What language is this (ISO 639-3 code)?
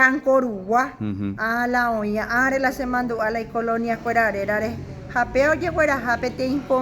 grn